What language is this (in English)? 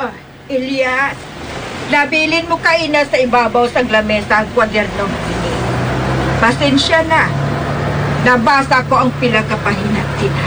Hiligaynon